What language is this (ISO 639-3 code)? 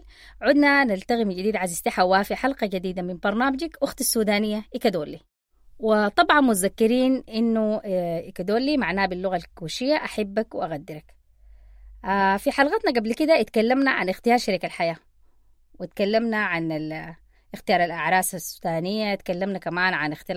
apd